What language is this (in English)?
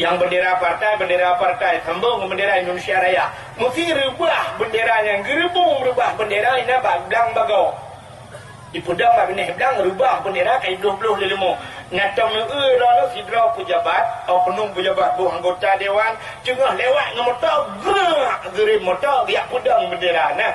Achinese